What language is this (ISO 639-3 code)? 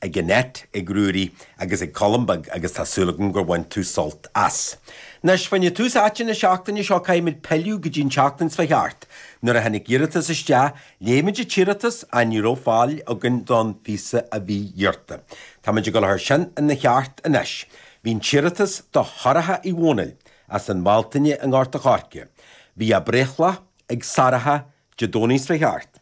gle